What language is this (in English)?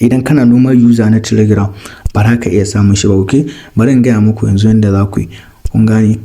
Hausa